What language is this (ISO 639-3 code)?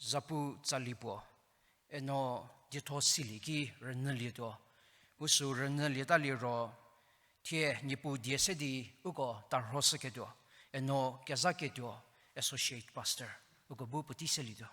njm